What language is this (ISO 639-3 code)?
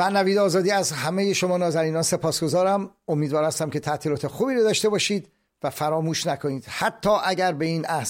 fas